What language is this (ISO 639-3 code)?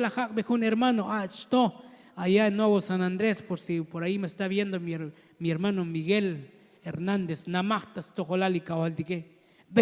tzo